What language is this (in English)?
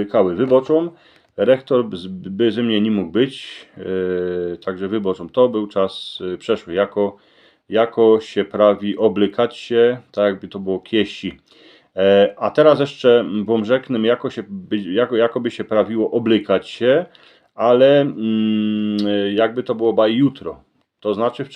Silesian